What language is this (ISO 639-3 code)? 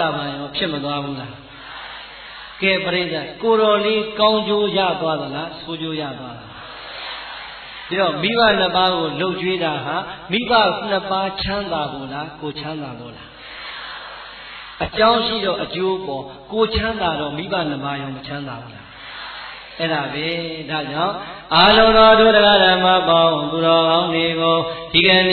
mya